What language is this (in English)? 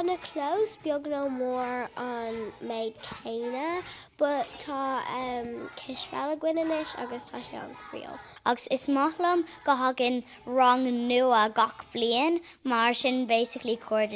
Irish